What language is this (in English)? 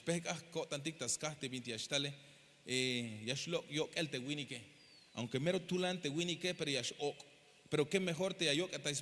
Tzeltal